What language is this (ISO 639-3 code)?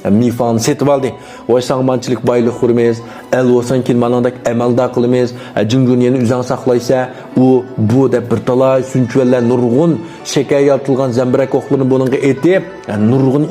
uig